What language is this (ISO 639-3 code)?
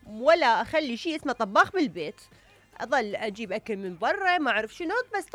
acm